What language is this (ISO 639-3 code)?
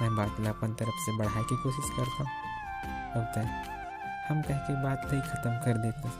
hne